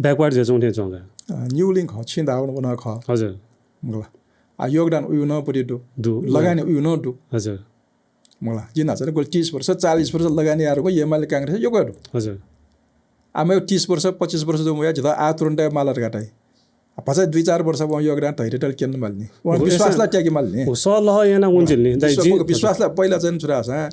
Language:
Newari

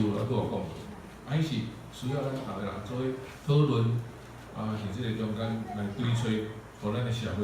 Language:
Min Nan Chinese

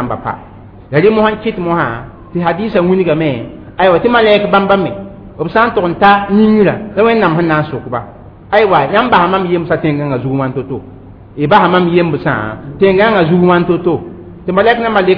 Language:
Mossi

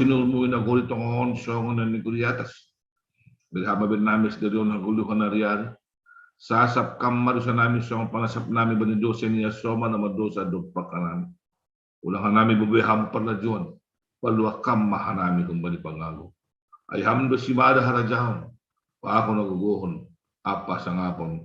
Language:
Batak Simalungun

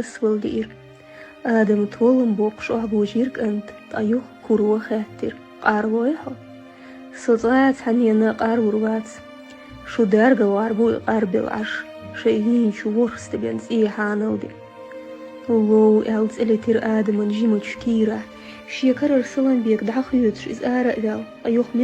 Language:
Chechen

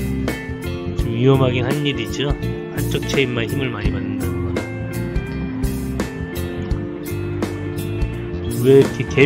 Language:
Korean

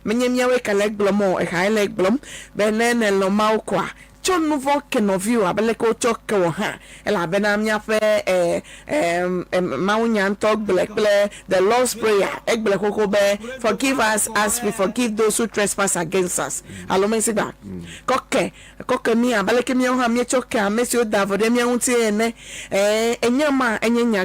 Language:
Ewe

